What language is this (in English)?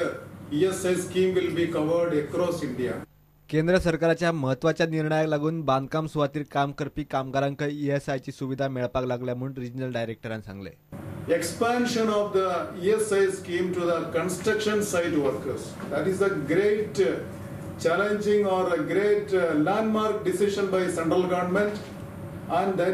Konkani